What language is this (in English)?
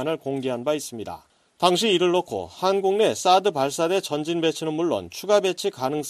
Korean